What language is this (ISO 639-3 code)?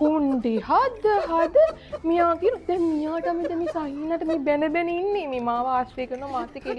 sin